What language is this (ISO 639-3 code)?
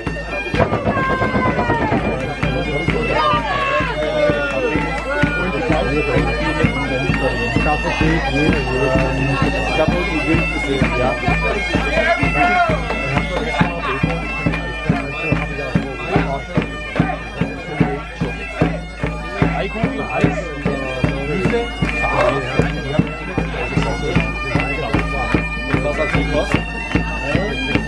deu